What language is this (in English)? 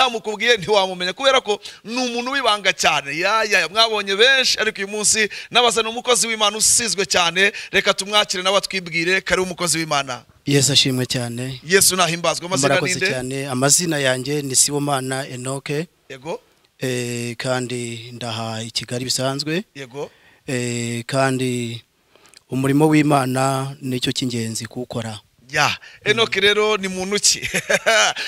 Kinyarwanda